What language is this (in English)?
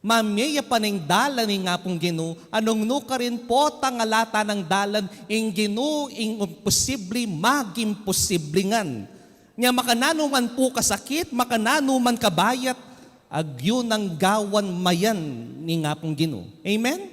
Pampanga